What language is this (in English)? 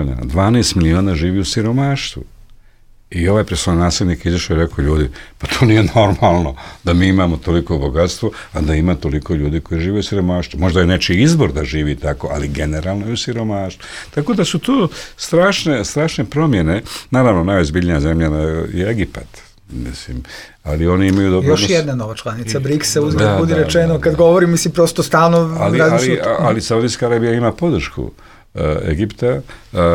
Bosnian